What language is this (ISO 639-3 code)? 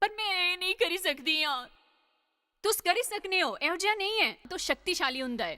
doi